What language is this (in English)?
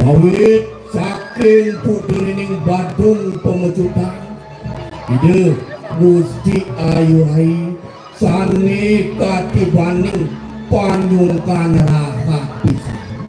Balinese